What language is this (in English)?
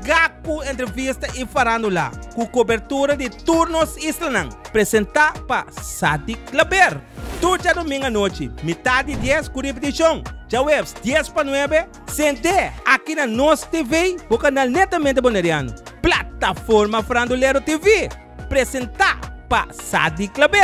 Papiamento